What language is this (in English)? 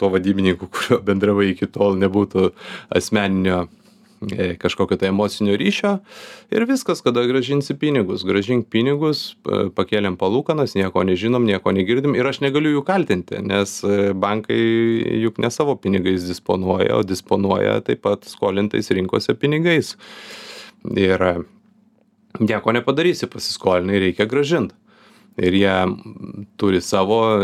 Lithuanian